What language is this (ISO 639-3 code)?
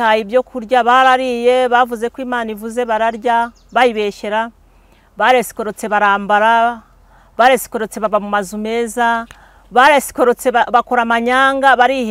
kin